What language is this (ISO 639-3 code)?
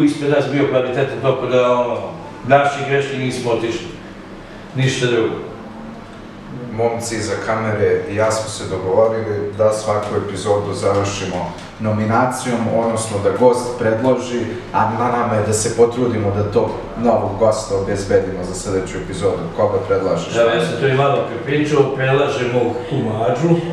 srp